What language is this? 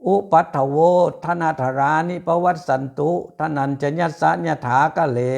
Pali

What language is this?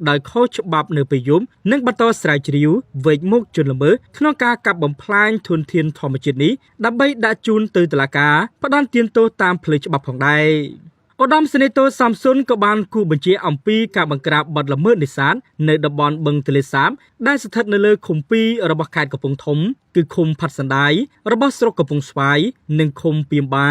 Khmer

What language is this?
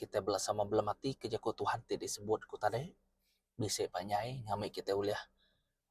Iban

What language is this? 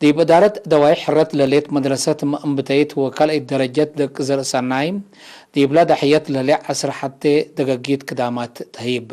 Tigre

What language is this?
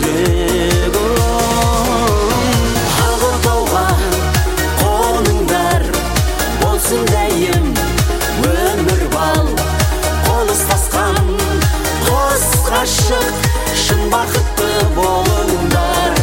Kazakh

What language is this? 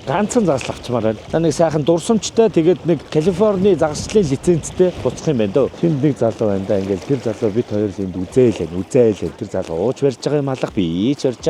Mongolian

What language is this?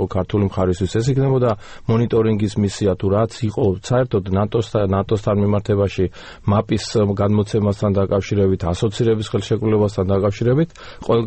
Georgian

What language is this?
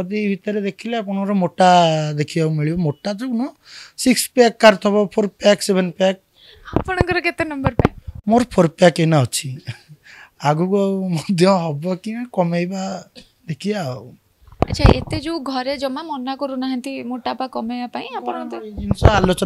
Odia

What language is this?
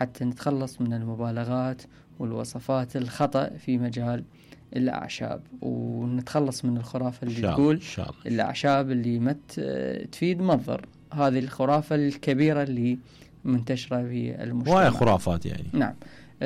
Mesopotamian Arabic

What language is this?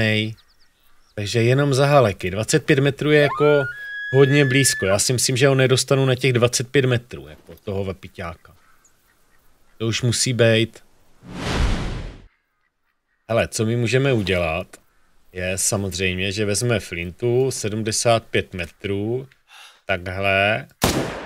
Czech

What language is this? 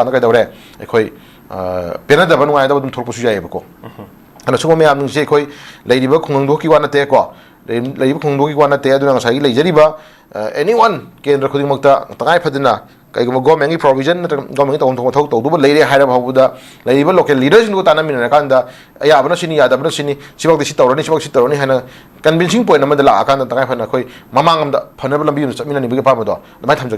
Manipuri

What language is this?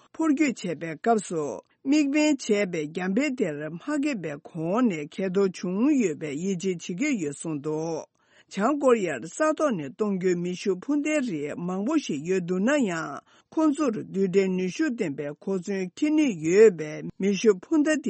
Tibetan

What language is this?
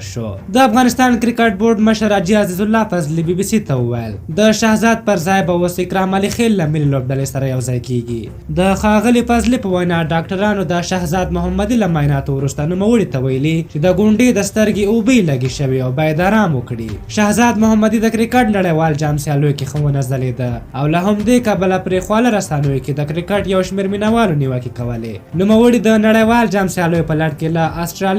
Pashto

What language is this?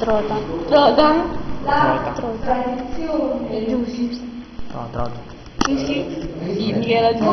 Neapolitan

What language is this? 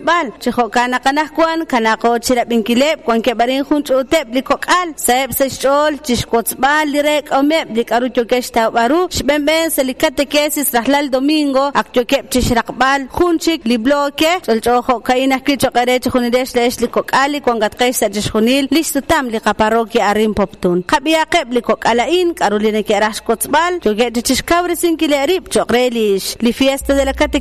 Kekchí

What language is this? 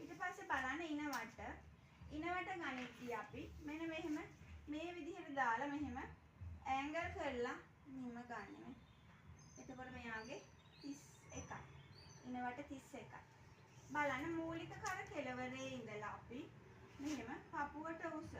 Sinhala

